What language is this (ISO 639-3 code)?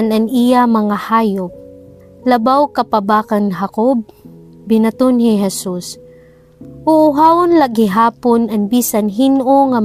war